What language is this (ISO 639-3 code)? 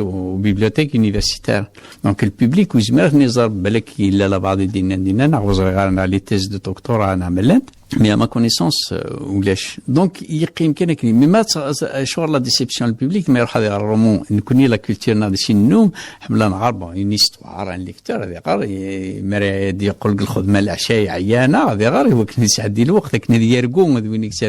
kab